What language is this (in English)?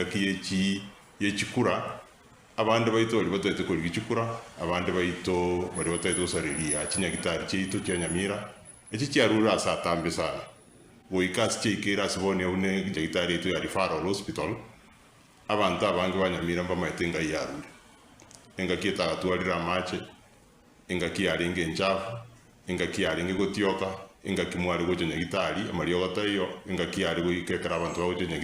Gusii